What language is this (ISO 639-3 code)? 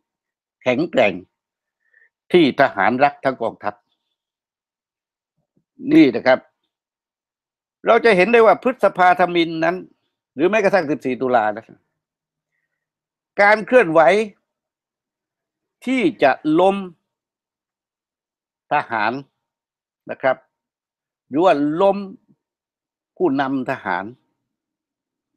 tha